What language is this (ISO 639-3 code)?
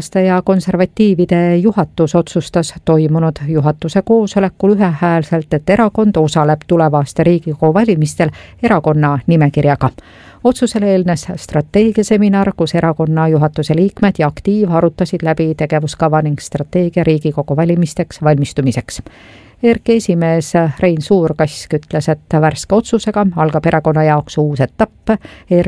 est